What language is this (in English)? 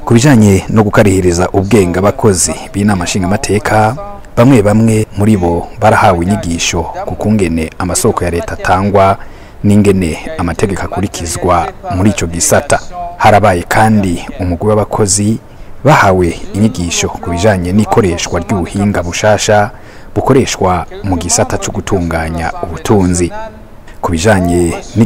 Rundi